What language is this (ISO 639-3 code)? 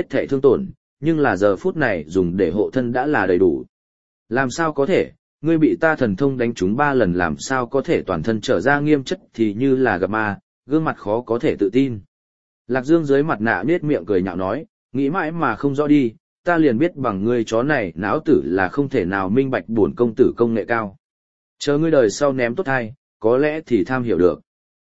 vie